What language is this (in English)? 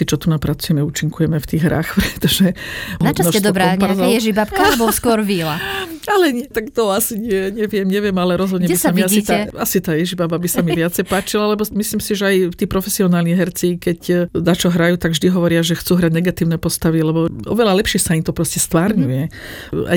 Slovak